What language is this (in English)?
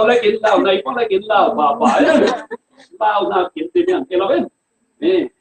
Falam Chin